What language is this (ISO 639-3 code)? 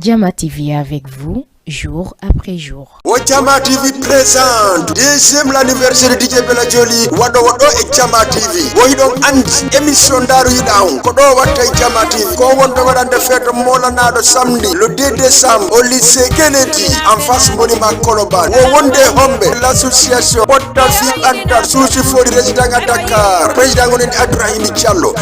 ful